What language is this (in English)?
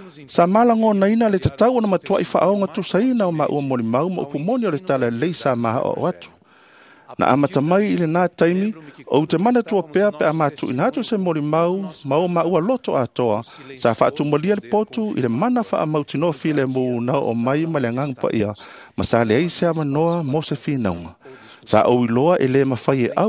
Samoan